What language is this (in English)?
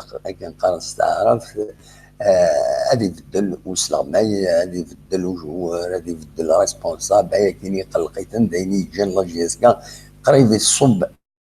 Kabyle